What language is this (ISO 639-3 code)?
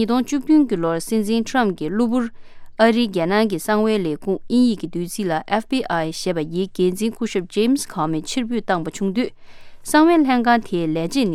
bod